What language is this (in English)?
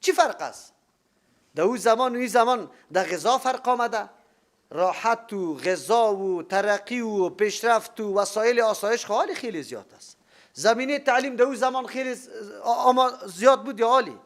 Persian